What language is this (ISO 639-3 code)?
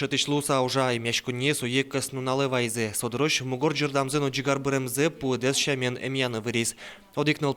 udm